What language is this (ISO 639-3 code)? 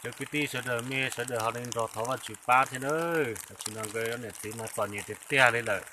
hmn